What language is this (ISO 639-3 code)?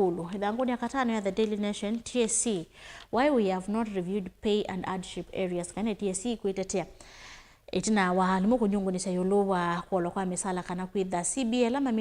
kam